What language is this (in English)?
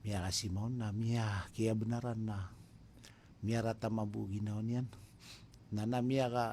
Maranao